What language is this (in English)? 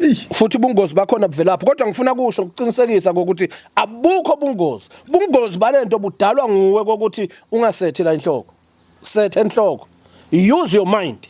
Zulu